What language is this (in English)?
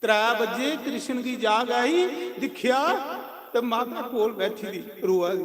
Dogri